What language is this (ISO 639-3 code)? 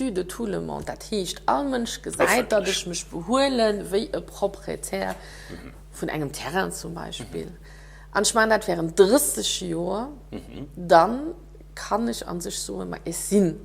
ltz